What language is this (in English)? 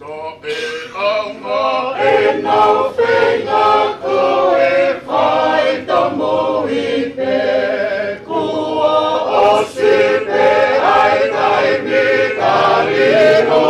Tongan